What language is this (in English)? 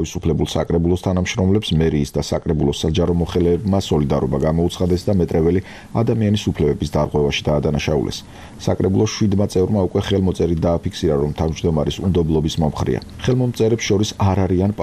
Georgian